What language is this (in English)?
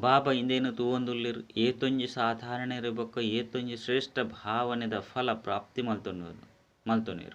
Tulu